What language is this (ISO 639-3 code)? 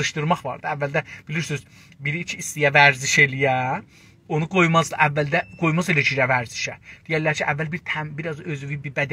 azb